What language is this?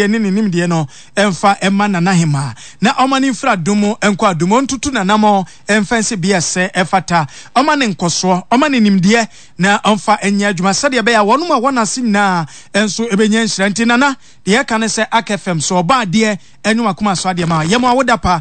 Akan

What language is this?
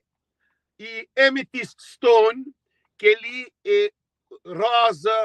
Kabuverdianu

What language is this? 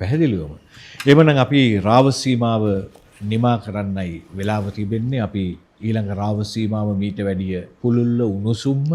Sinhala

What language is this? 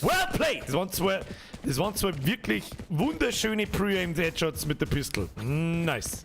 Bavarian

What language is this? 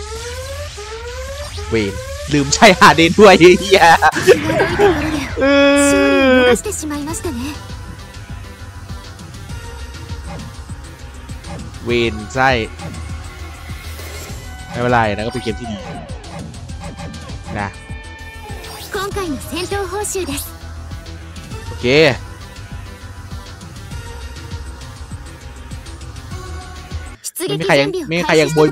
Thai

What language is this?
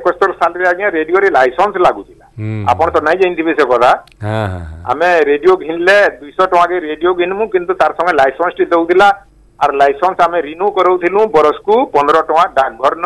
Odia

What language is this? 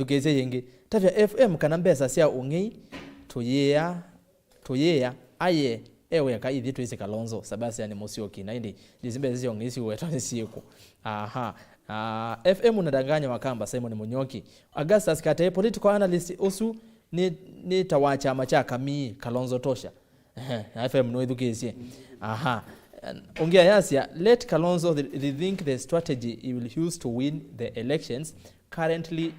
Kamba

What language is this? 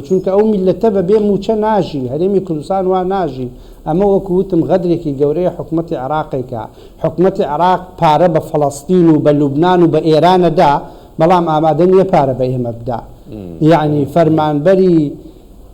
Central Kurdish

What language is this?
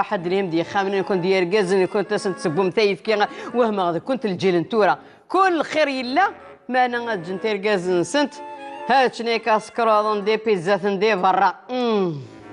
Kabyle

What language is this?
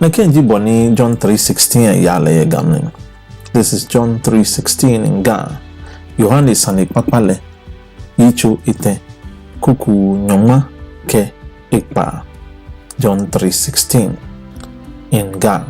Ga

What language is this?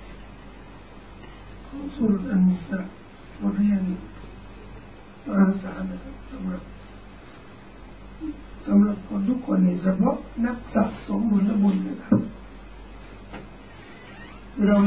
Thai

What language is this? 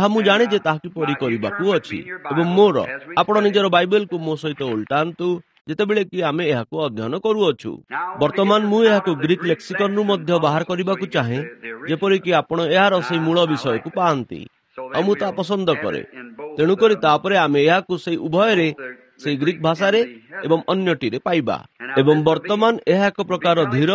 Odia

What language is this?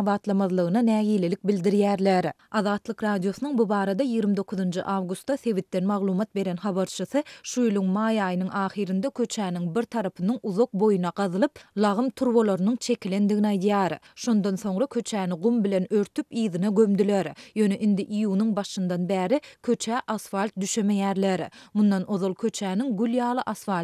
Turkmen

